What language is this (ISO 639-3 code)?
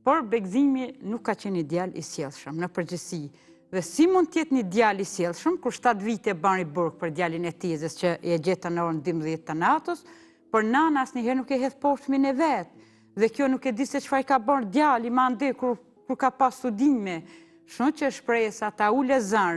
sqi